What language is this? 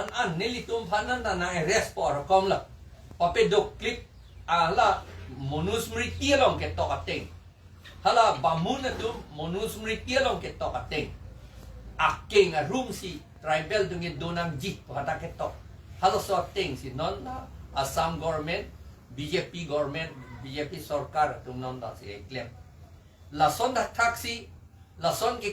Karbi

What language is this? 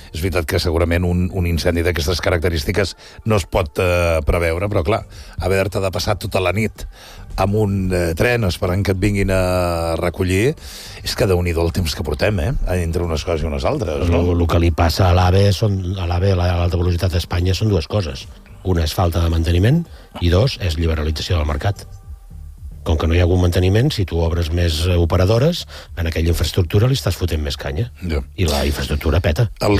Catalan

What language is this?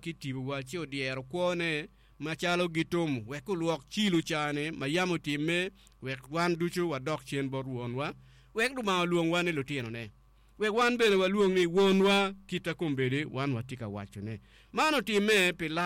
Acoli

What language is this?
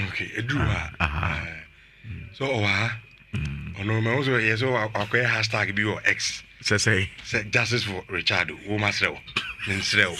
Akan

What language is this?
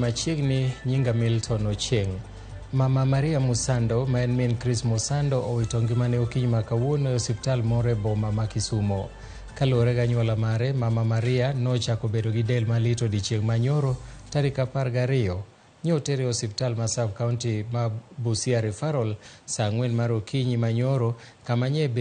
Luo (Kenya and Tanzania)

